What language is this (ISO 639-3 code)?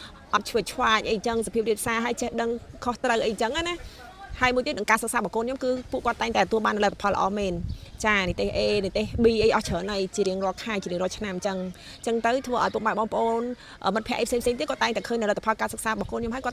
khm